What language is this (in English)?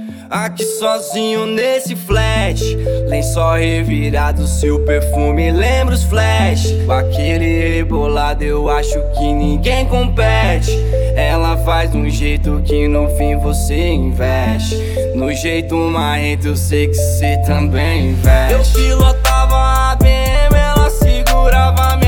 Portuguese